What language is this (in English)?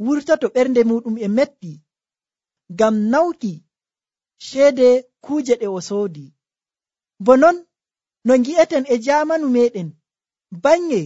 Nigerian Fulfulde